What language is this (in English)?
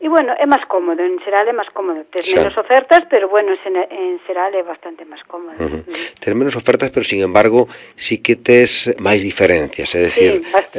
Galician